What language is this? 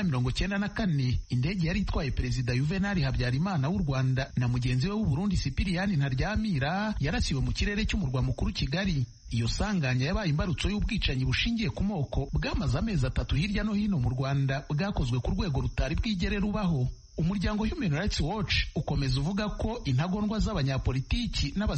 Kinyarwanda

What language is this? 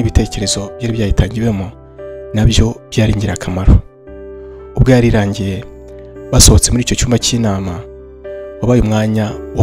Kinyarwanda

